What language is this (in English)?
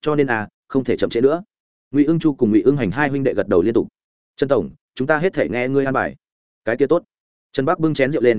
Vietnamese